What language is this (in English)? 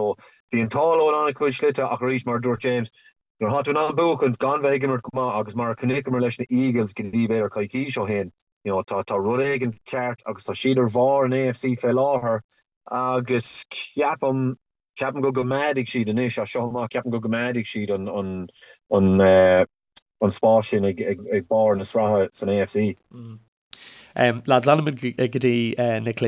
Irish